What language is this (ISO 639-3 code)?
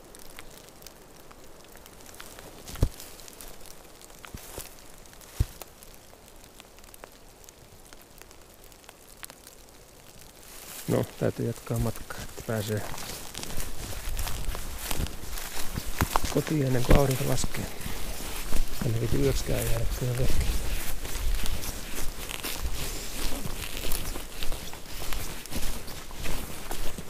fin